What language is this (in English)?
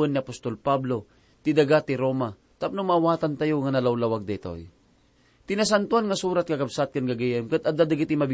Iloko